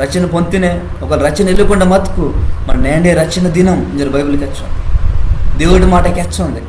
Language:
Koya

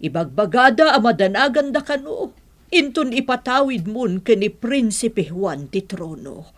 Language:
Iloko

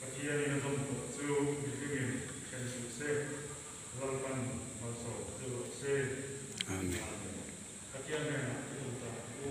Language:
Mizo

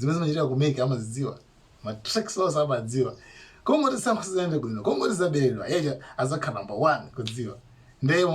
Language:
Nyanja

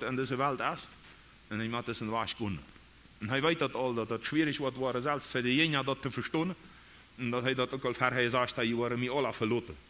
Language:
Plautdietsch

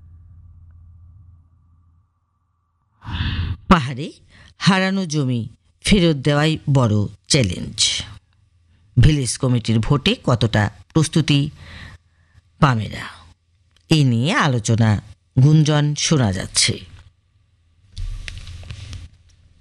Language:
Bangla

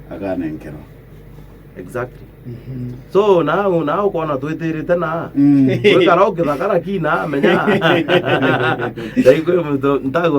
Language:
Meru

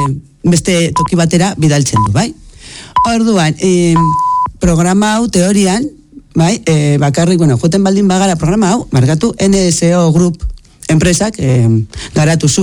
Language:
Basque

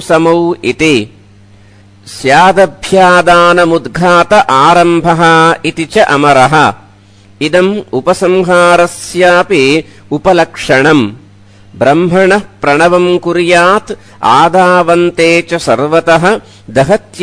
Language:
Sanskrit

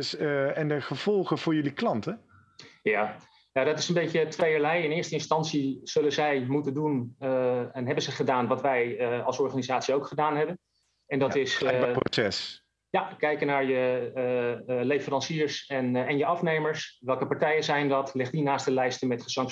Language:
Dutch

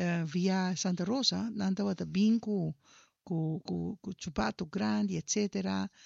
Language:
Papiamento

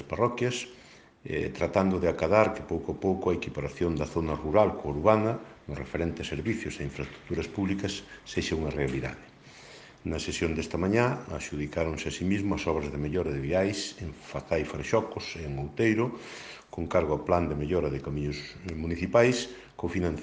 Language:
Galician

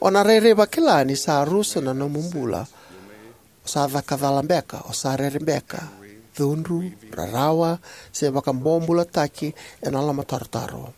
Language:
Fijian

